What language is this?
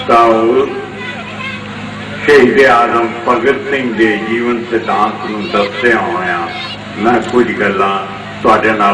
Punjabi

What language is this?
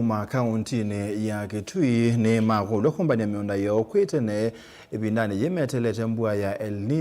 Kamba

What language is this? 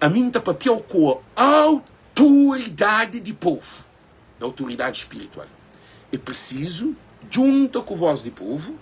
Kabuverdianu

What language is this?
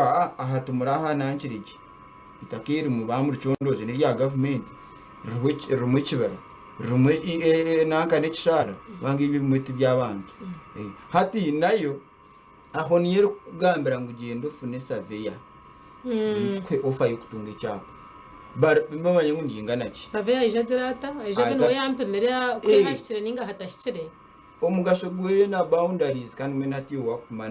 Nyankole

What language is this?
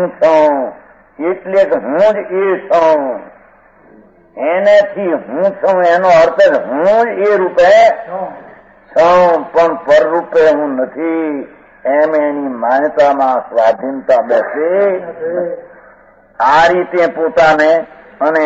Gujarati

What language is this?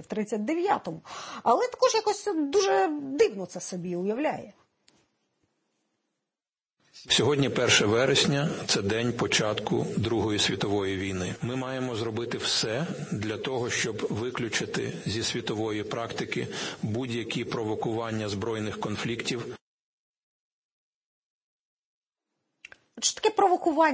Ukrainian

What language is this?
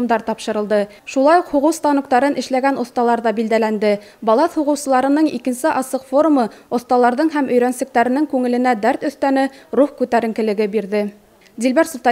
Bashkir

